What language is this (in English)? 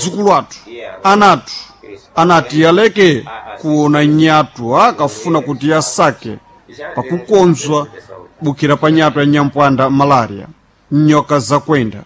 Sena